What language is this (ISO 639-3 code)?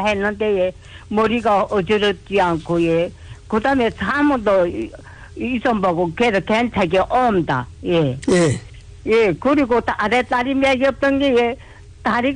kor